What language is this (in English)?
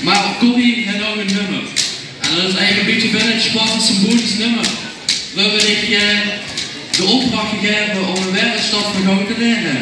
Limburgish